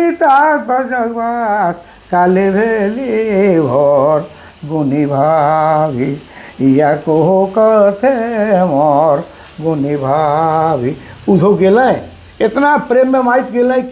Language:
Sadri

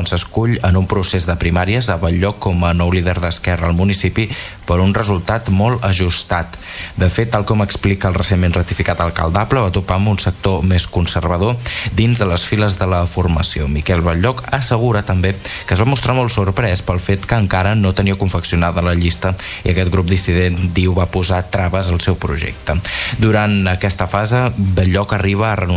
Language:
Catalan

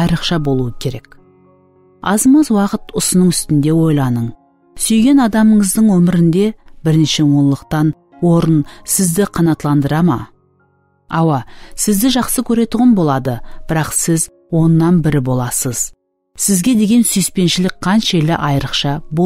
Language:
Kara-Kalpak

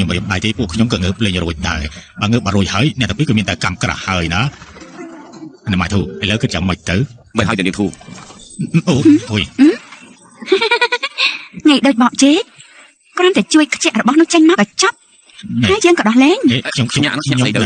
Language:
Khmer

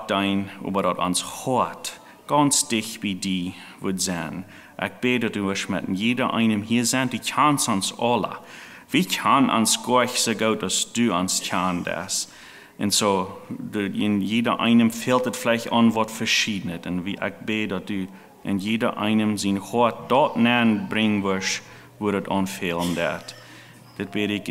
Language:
Plautdietsch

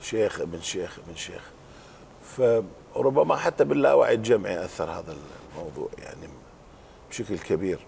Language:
Mesopotamian Arabic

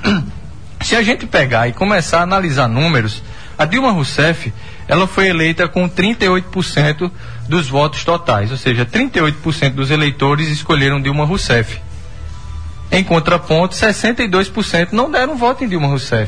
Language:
Portuguese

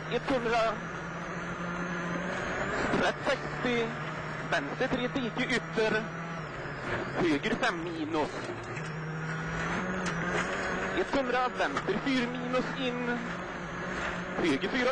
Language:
Swedish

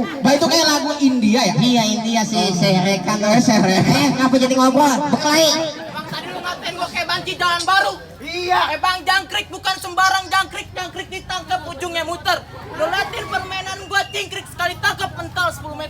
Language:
Betawi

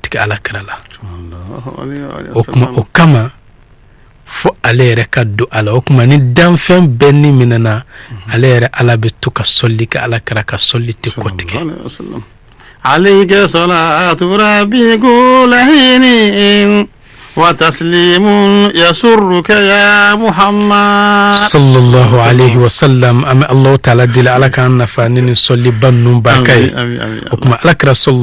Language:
Bambara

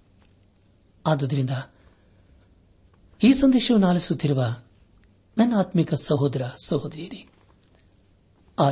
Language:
Kannada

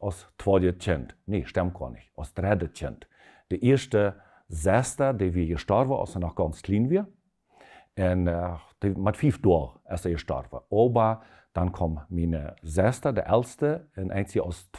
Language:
Plautdietsch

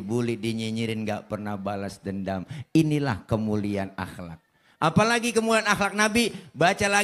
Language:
Betawi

